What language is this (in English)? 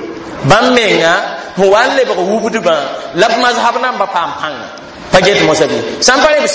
Mossi